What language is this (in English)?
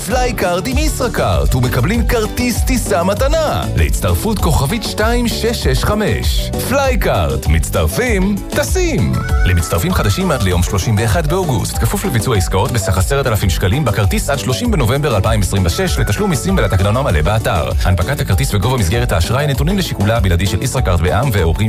Hebrew